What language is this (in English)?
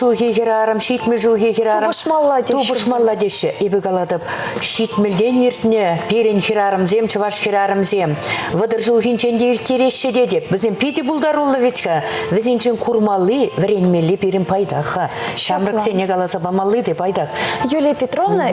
Chuvash